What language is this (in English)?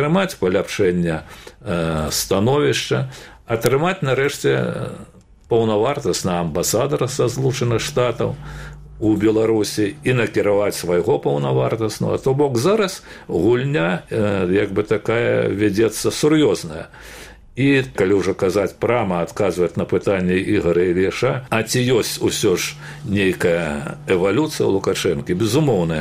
Belarusian